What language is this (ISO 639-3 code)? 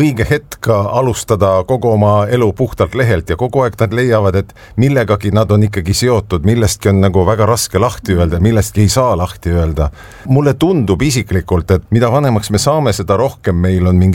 est